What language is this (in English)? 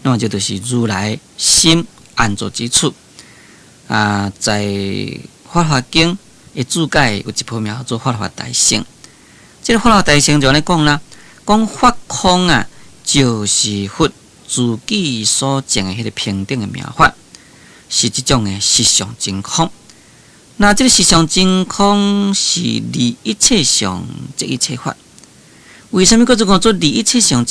Min Nan Chinese